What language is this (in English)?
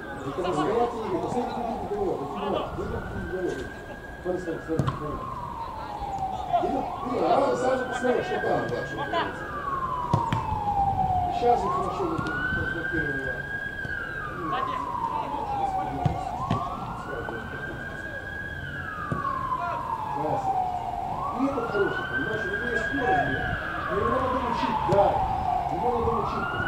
Russian